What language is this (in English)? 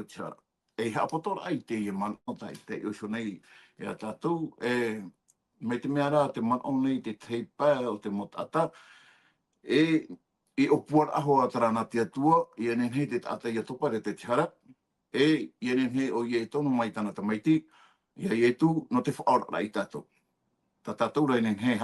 Tahitian